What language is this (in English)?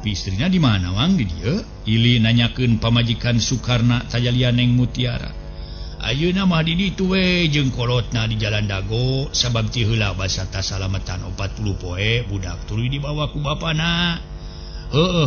Sundanese